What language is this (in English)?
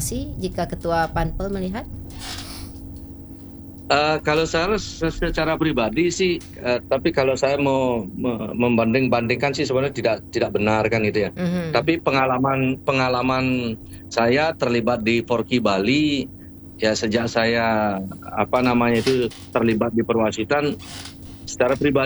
Indonesian